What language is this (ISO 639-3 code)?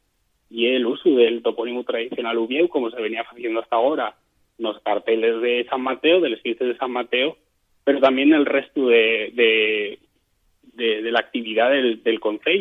ast